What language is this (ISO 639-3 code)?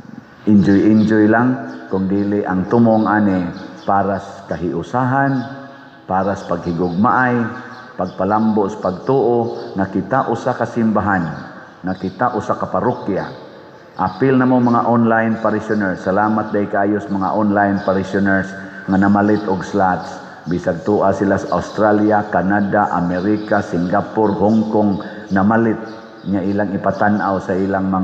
ceb